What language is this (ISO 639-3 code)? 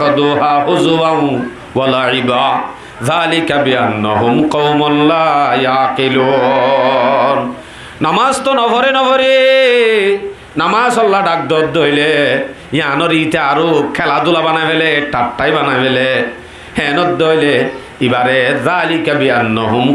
rhg